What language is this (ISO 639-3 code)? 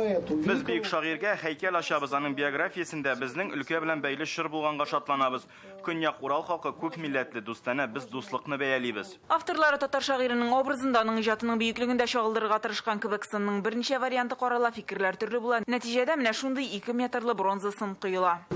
tat